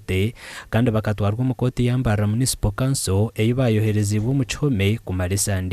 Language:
Nyankole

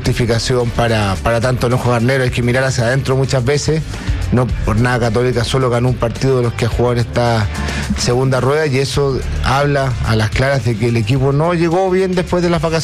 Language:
Spanish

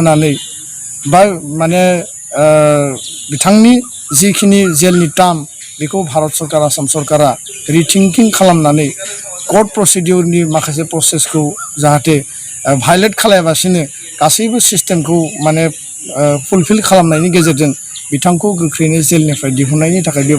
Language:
Bodo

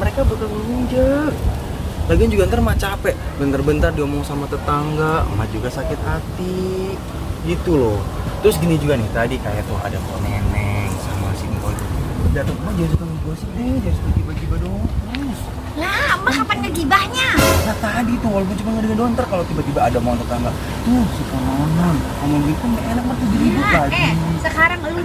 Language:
Betawi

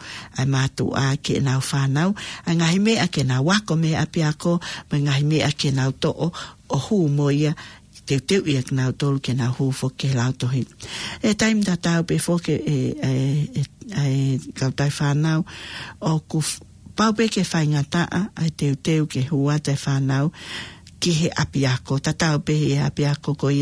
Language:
Tongan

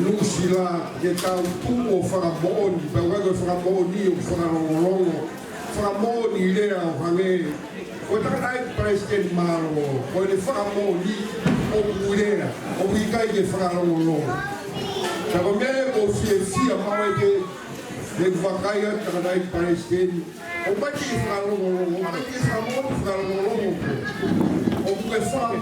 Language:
Tongan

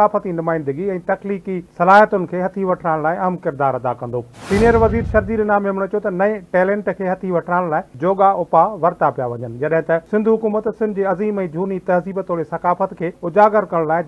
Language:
Sindhi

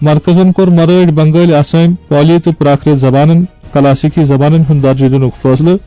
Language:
Kashmiri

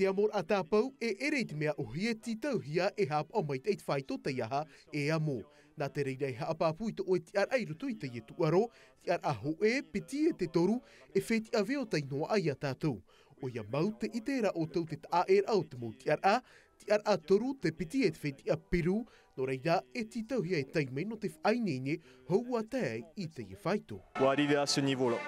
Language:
Tahitian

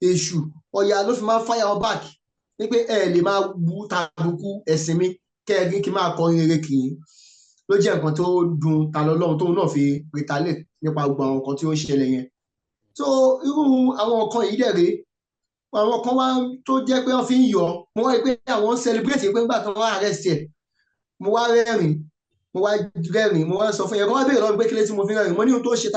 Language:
Yoruba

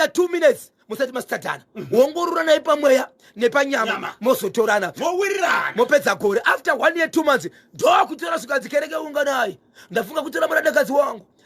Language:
Shona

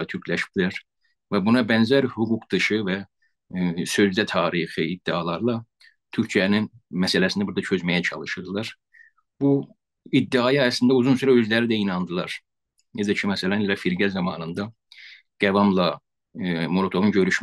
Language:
South Azerbaijani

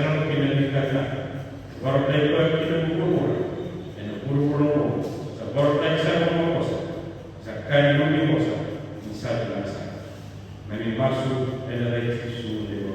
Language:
Fijian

